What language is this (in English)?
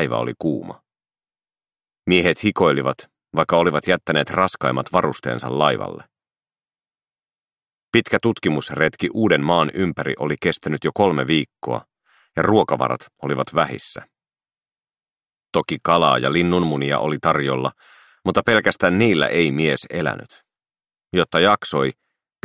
Finnish